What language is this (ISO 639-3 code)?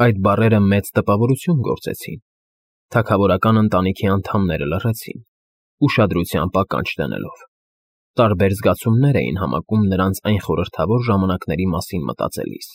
hye